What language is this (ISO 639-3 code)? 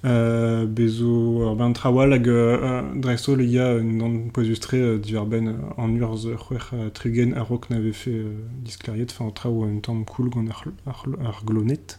bre